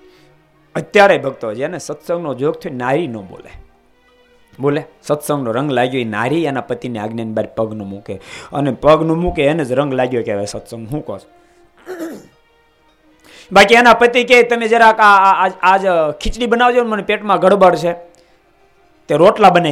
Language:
Gujarati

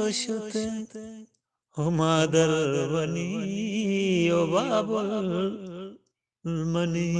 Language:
Eastern Balochi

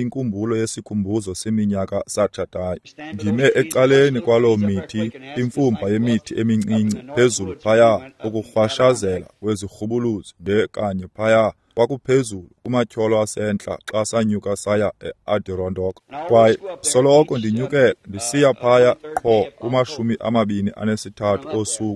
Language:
Xhosa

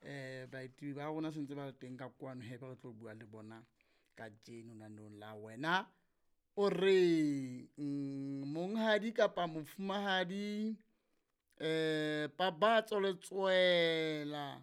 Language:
Southern Sotho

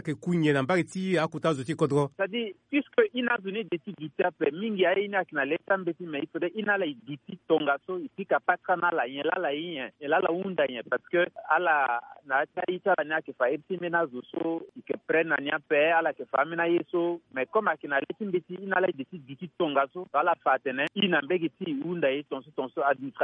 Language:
Sango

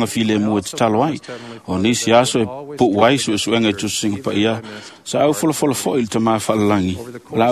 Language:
Samoan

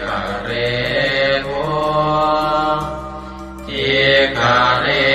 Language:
Pali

